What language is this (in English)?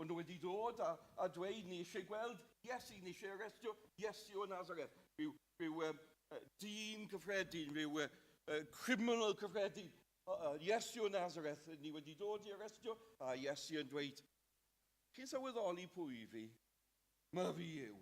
Welsh